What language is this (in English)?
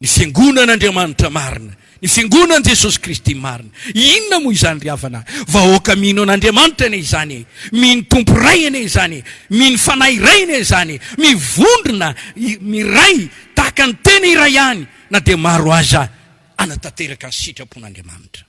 Malagasy